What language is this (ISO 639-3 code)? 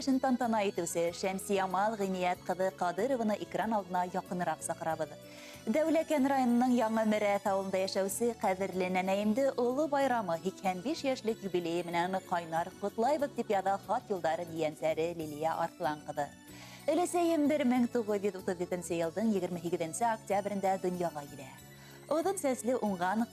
bak